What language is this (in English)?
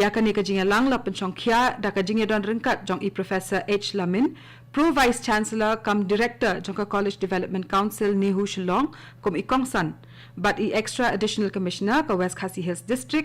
Khasi